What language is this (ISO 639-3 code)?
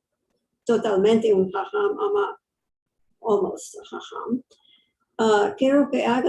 lad